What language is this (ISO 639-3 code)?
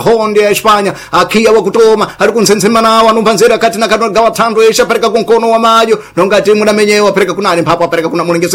seh